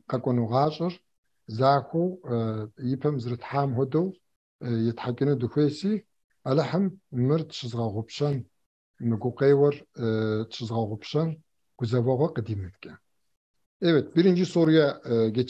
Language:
Kabardian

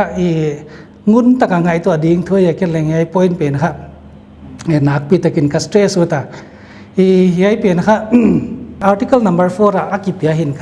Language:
Paite Chin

